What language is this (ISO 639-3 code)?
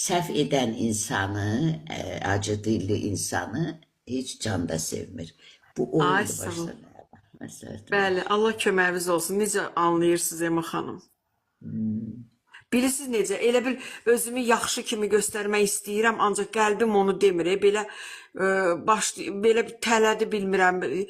aze